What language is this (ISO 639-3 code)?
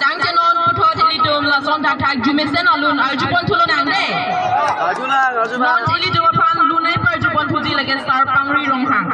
mjw